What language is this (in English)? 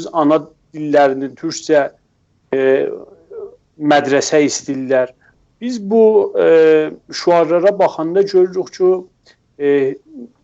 South Azerbaijani